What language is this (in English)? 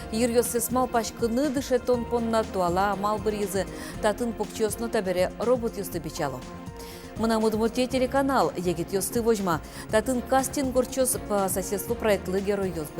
Udmurt